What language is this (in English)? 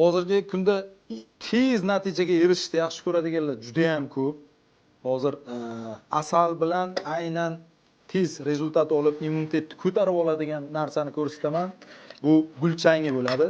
Uzbek